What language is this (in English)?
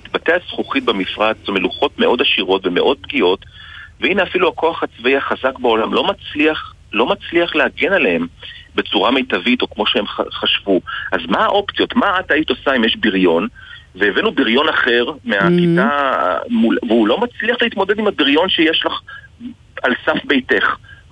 Hebrew